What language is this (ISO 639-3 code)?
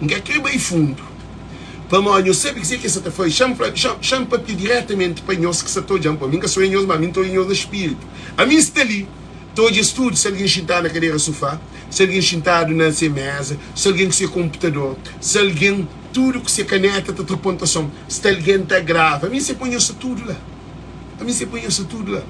kea